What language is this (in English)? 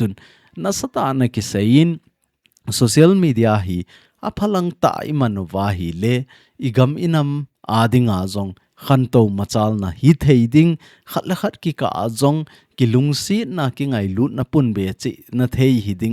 Thado Chin